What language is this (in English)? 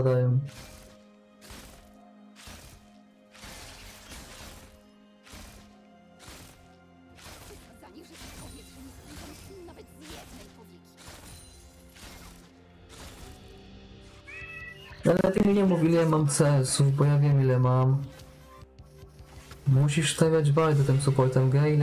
Polish